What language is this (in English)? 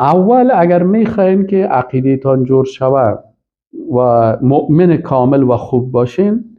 Persian